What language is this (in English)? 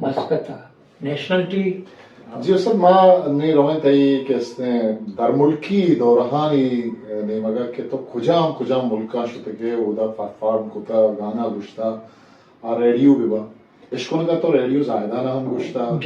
Eastern Balochi